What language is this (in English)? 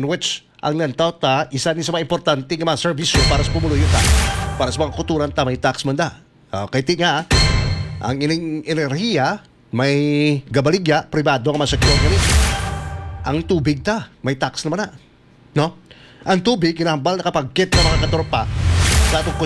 Hiligaynon